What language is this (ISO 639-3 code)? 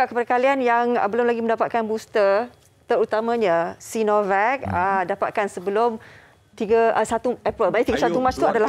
msa